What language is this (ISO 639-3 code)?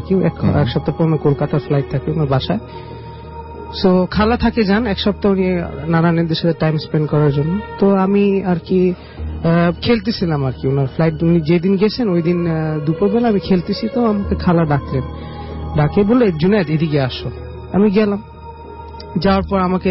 ben